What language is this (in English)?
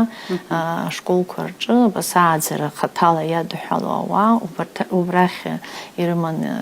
Abkhazian